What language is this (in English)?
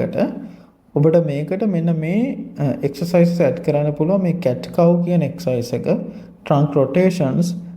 Sinhala